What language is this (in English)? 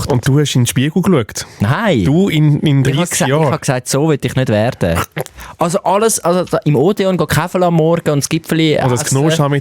Swiss German